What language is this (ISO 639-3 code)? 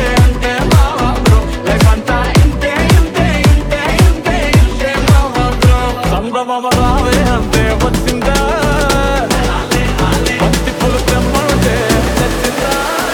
tel